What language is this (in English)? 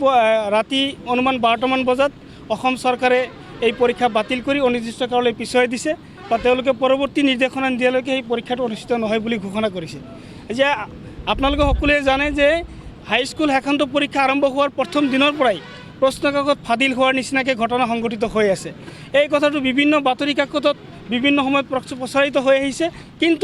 Assamese